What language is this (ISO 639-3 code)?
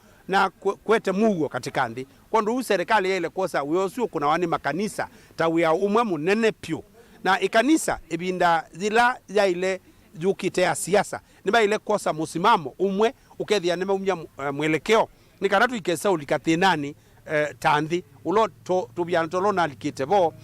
kam